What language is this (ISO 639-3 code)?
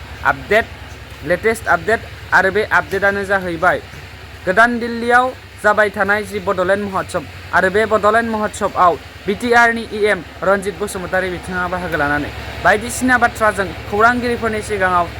brx